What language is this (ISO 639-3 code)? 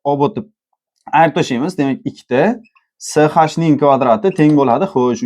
uzb